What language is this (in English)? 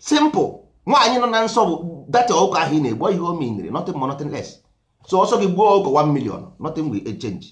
Igbo